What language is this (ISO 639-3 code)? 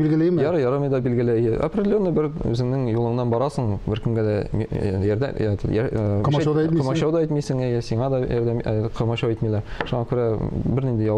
tat